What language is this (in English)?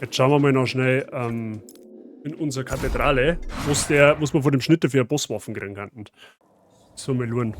Bavarian